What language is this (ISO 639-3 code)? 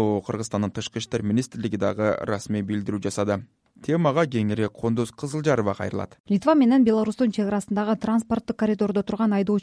kir